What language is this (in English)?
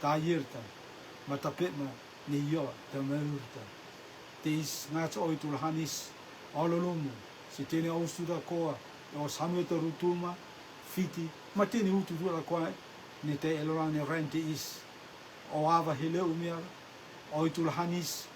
Rotuman